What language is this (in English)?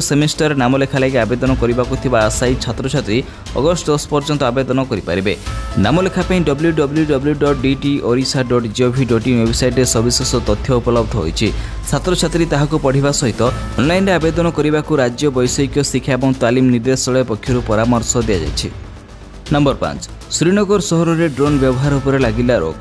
Odia